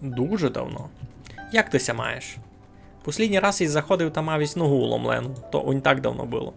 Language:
Rusyn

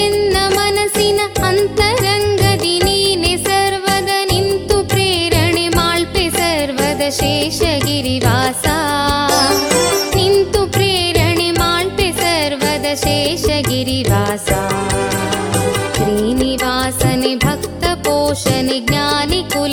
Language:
Kannada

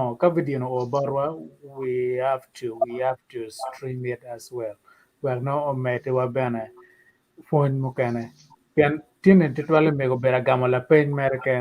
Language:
Acoli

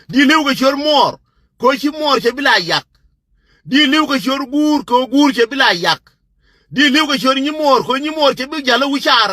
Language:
Nuer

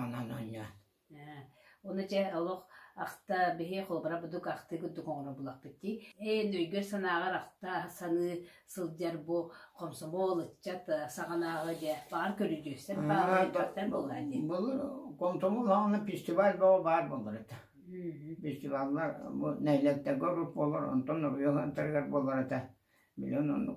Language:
Yakut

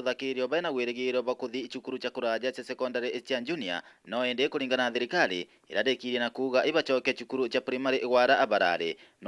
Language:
Meru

